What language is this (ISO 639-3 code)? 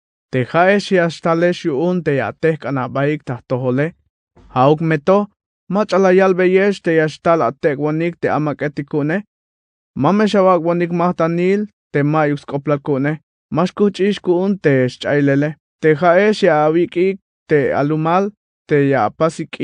tzh